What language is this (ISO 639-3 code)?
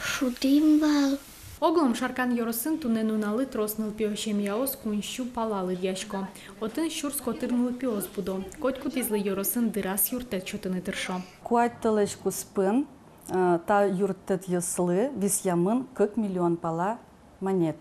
udm